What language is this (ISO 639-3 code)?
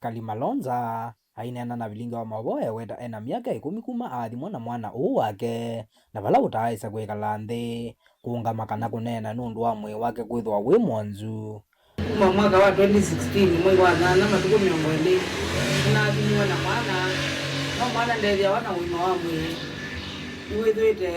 kam